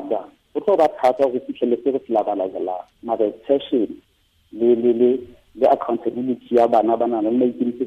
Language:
Southern Sotho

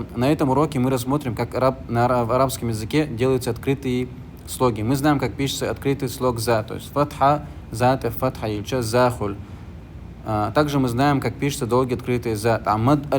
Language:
Chechen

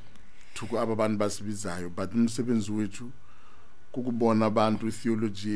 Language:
Xhosa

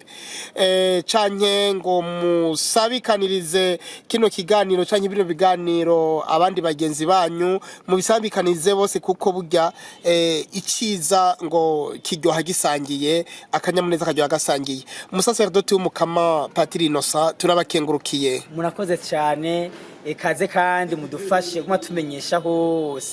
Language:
Rundi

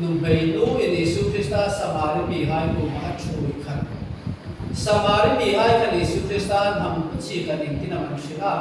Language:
Hmar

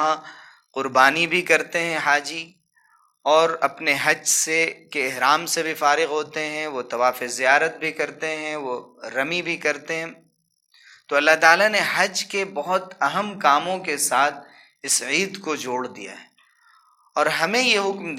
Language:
Urdu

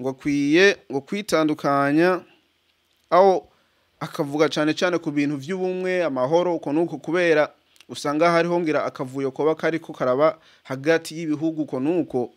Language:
Rundi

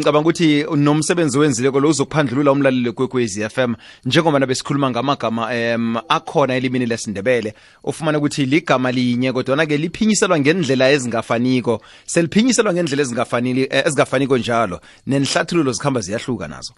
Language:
South Ndebele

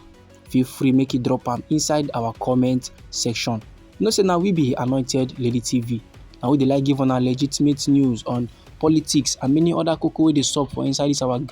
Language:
Nigerian Pidgin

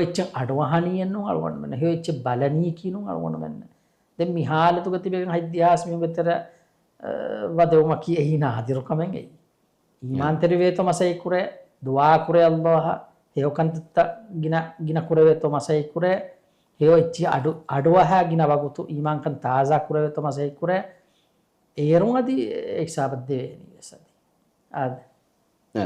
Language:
Divehi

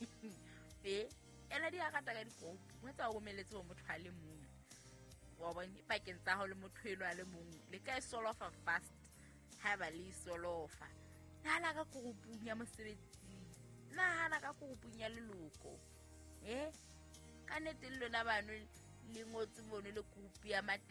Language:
Southern Sotho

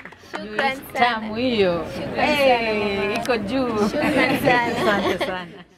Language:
Swahili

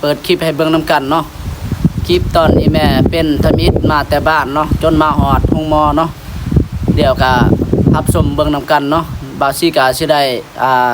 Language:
Lao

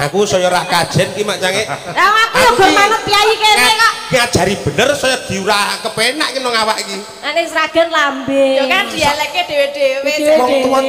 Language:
Javanese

